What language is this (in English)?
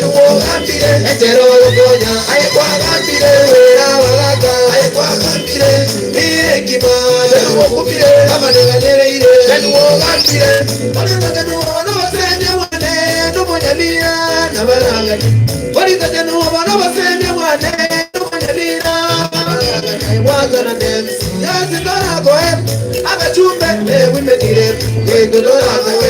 Gusii